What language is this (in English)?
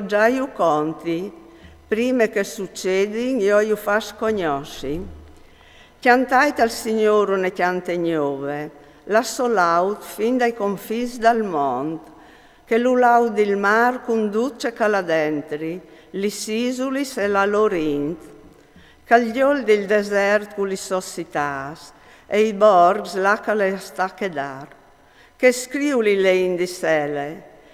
Friulian